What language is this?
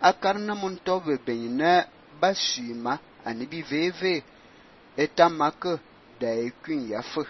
Fang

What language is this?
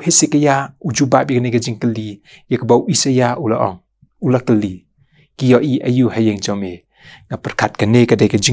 Khasi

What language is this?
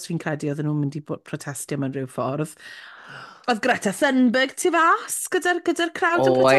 Welsh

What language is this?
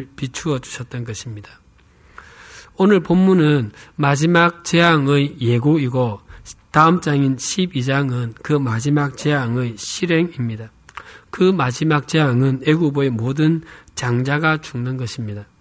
Korean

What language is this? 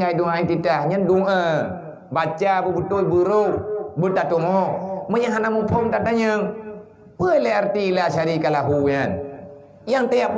Achinese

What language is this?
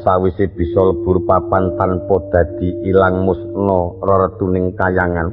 Javanese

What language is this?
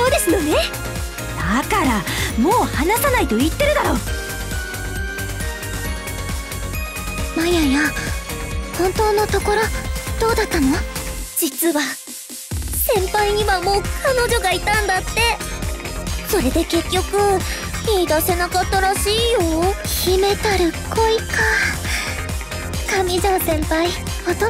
Japanese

